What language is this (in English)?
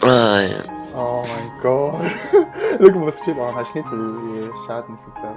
Swiss German